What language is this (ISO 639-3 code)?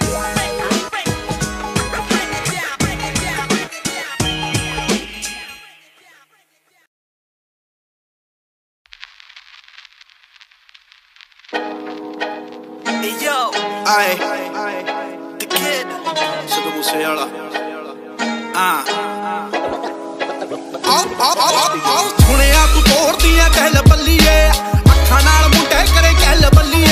pan